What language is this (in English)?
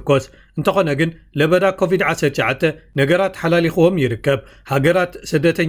Tigrinya